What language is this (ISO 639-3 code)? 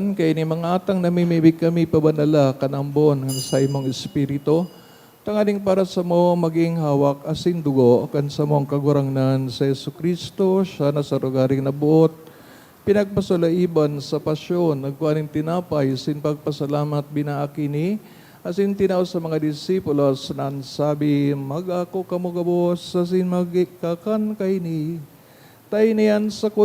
bik